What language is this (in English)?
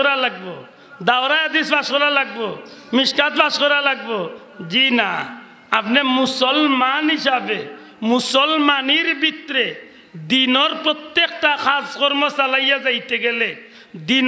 Sylheti